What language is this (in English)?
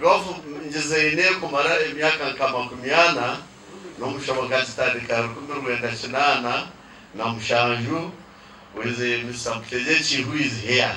Nyankole